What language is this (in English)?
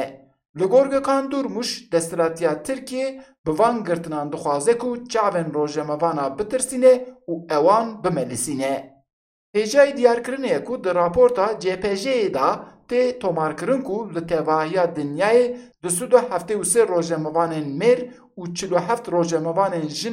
Kurdish